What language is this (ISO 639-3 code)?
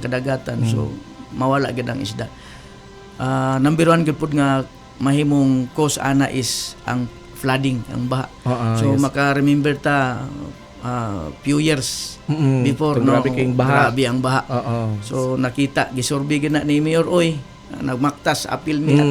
ceb